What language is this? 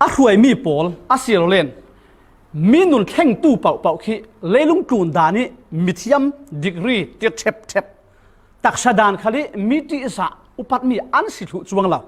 Falam Chin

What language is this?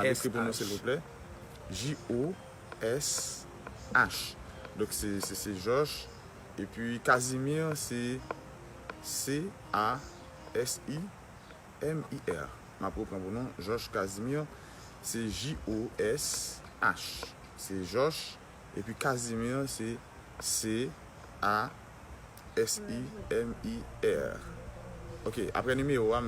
Haitian Creole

